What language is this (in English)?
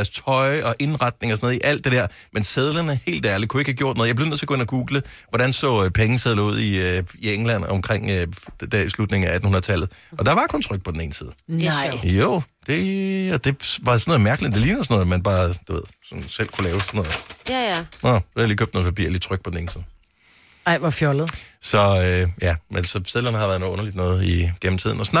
Danish